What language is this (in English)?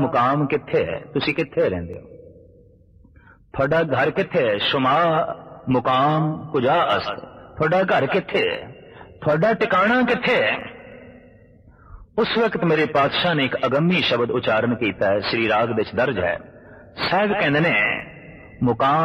Punjabi